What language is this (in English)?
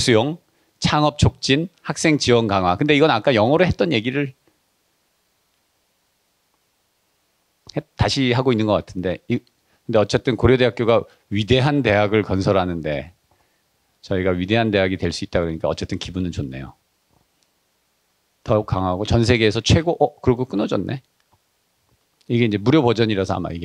Korean